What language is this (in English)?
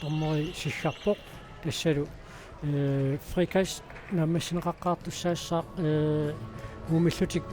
Kalaallisut